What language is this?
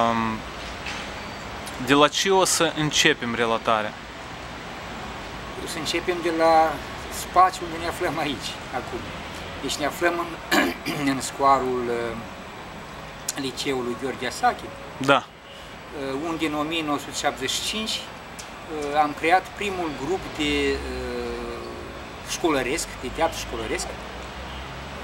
Romanian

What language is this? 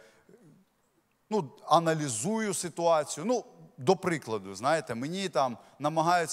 Ukrainian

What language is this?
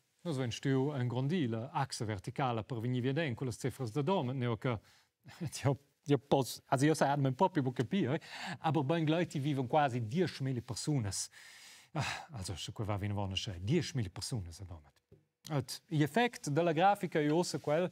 Romansh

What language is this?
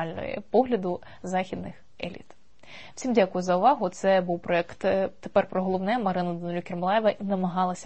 Ukrainian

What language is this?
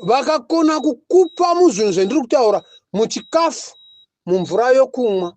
Shona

